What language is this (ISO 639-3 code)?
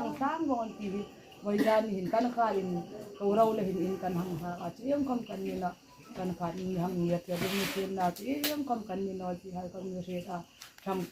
hmr